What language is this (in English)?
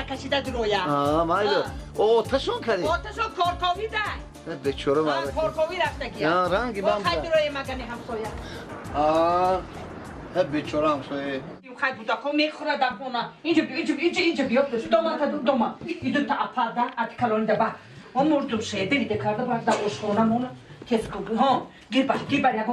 Tajik